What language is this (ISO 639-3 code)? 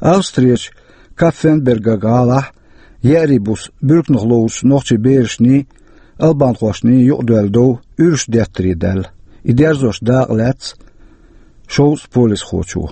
che